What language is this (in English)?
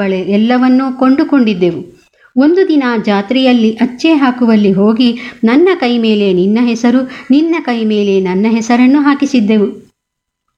Kannada